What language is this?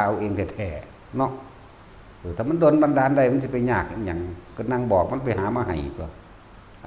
Northeastern Thai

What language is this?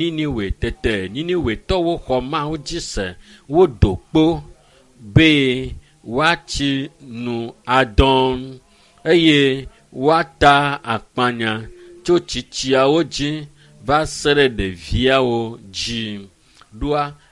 Ewe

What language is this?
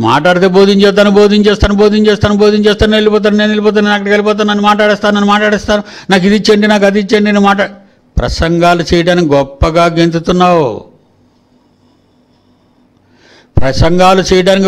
Telugu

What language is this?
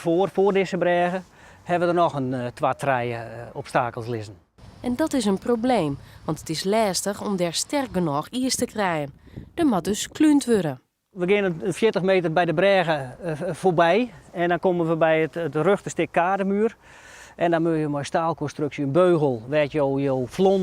Western Frisian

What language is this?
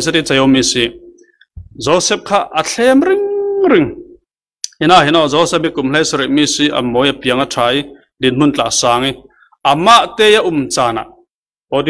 Falam Chin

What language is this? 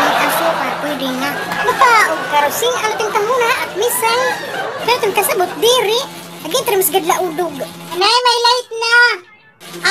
Waray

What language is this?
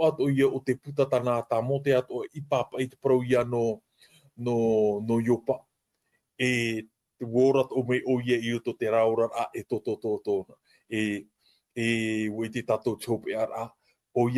Tahitian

